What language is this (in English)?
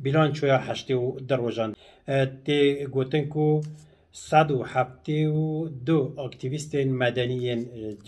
Kurdish